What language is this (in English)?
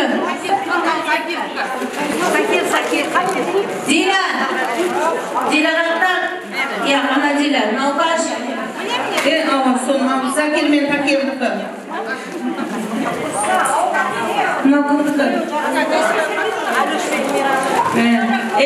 Kara-Kalpak